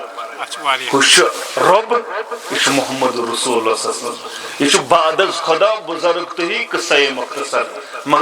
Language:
Kashmiri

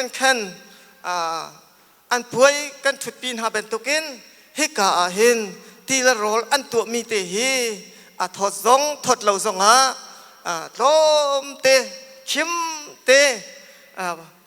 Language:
Hakha Chin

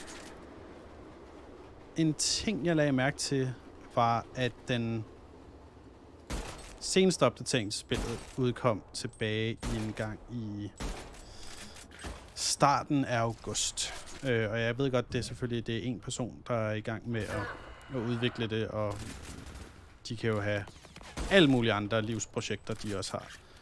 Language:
Danish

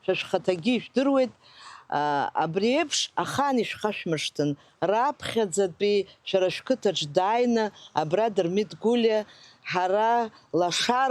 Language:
Abkhazian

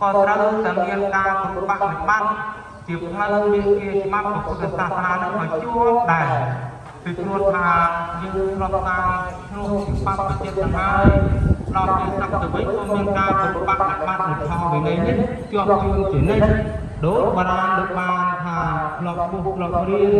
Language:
Khmer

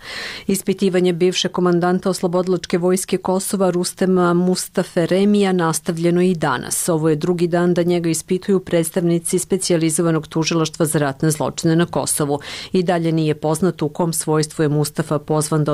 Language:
Serbian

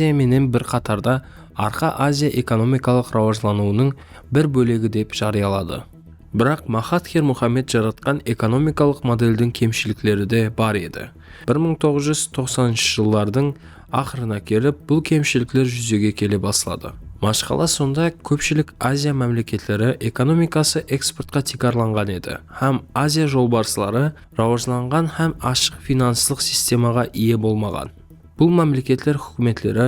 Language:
Kara-Kalpak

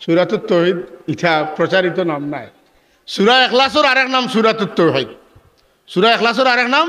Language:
Sylheti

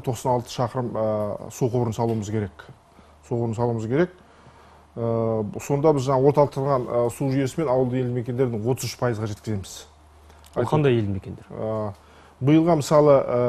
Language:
Kazakh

